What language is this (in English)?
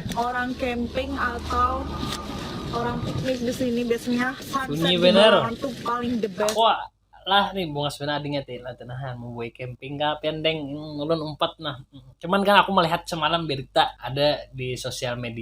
Banjar